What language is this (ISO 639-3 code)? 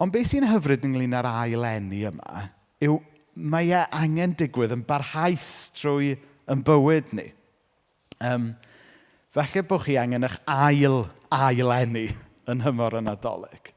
cym